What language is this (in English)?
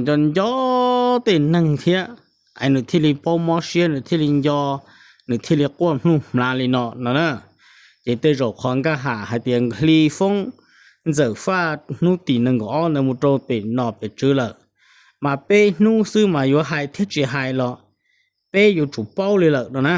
Hmong